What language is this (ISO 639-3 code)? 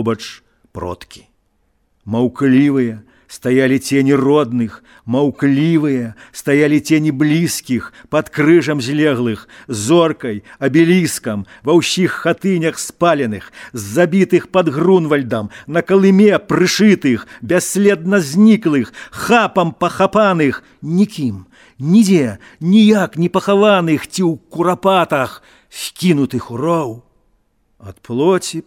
bel